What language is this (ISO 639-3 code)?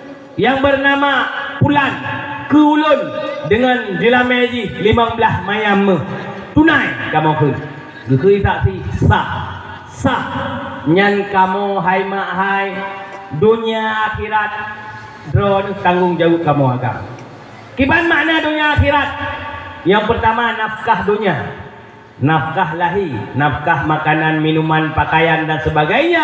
ace